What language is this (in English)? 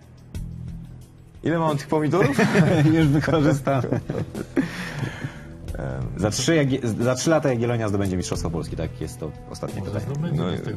Polish